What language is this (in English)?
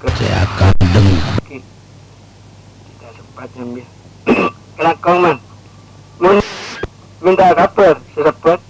Madurese